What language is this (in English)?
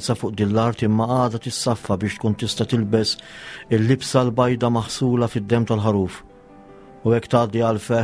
Maltese